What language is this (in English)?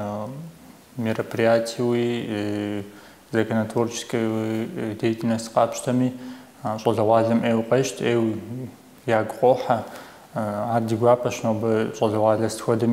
Kabardian